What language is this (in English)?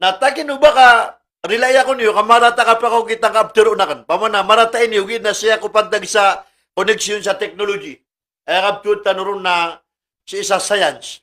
Maranao